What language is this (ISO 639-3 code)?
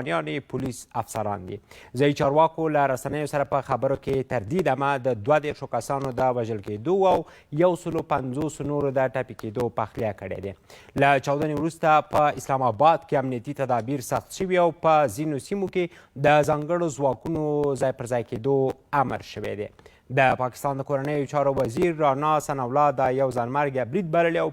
pus